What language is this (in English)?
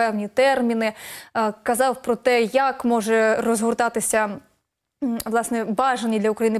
Ukrainian